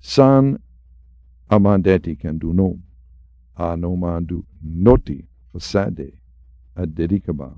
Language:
Sranan Tongo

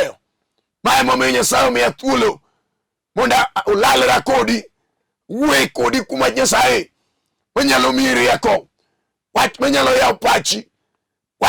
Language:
Luo (Kenya and Tanzania)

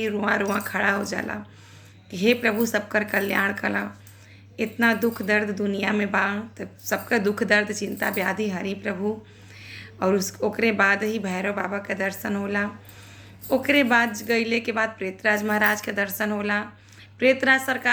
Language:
Bhojpuri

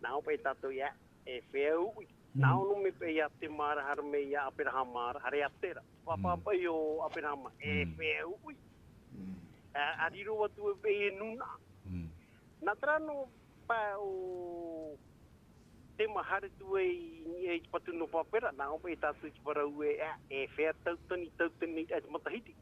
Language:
Tahitian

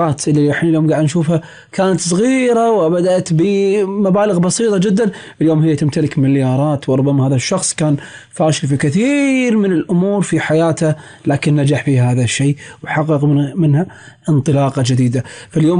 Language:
Gulf Arabic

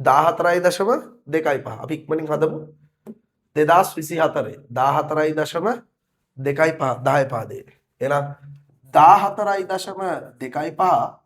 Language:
Sinhala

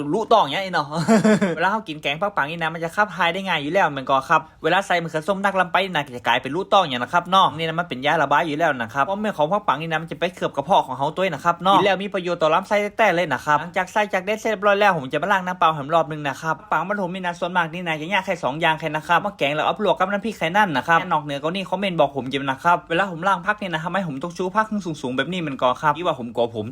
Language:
Northern Thai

